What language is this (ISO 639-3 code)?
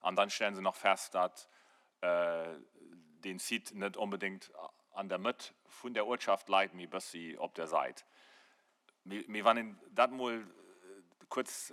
ltz